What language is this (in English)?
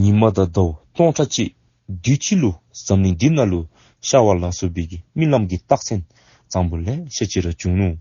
Dzongkha